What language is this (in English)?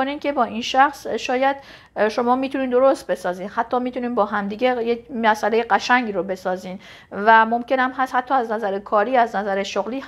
Persian